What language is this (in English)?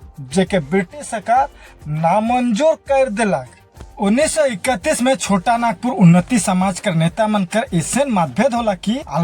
Sadri